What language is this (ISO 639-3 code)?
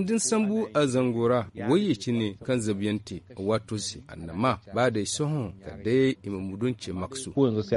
dje